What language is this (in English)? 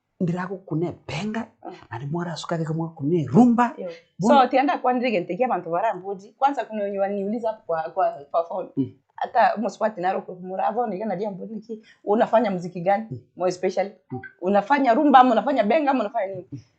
Gusii